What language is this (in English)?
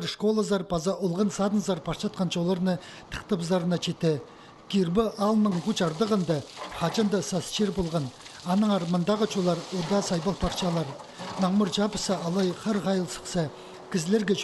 Khakas